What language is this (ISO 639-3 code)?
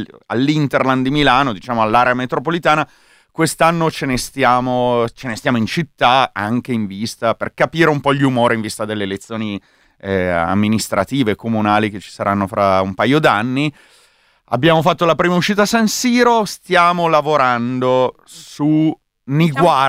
ita